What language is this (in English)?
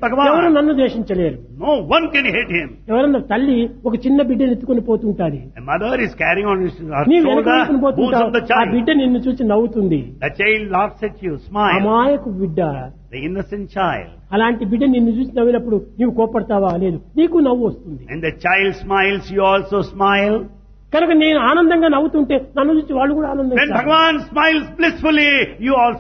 Telugu